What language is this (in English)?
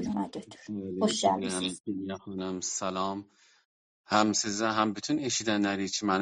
South Azerbaijani